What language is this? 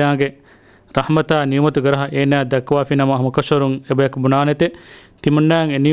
Divehi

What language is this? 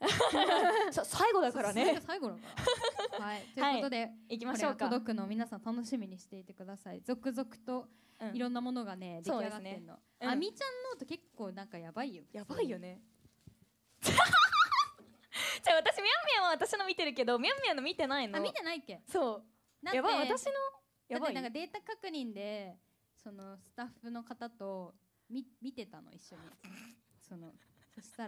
Japanese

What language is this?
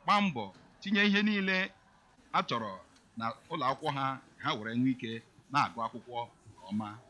Igbo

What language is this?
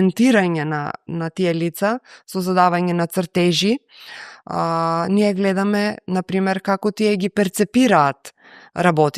Macedonian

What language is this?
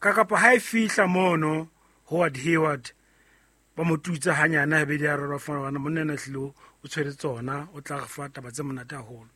Southern Sotho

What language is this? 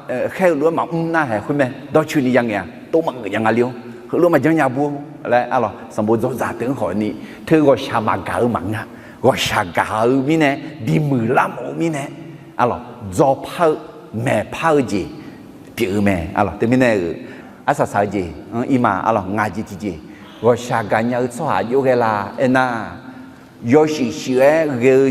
Akha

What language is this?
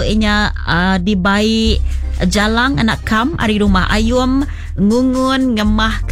Iban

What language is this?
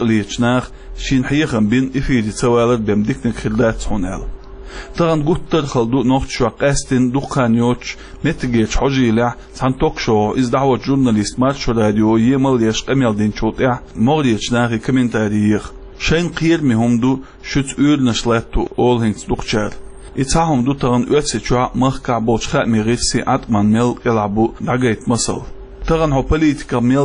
Chechen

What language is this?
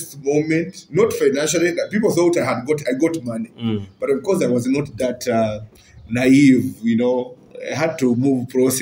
Nyoro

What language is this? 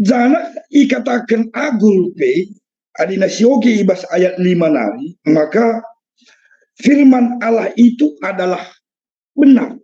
Batak Karo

